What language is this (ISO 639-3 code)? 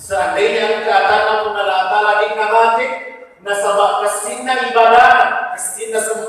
bug